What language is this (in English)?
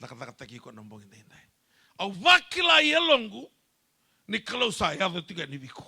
Fijian